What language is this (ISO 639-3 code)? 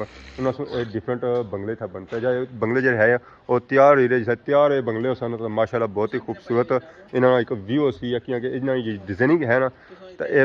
phr